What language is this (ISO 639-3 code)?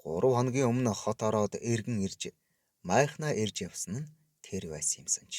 mon